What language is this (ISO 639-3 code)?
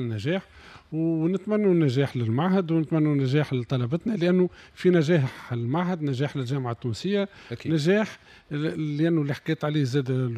aeb